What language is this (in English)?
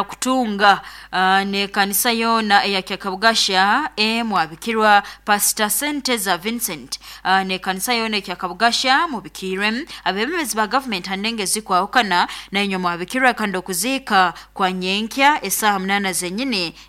Nyoro